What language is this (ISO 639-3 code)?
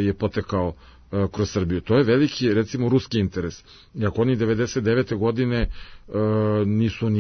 srp